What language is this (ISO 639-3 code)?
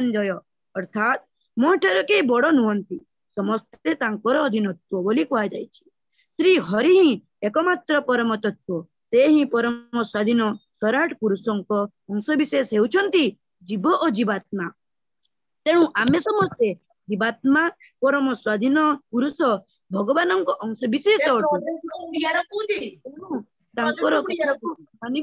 ori